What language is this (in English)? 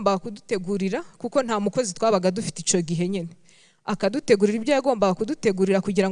Kinyarwanda